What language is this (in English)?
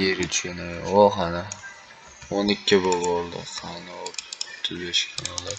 Uzbek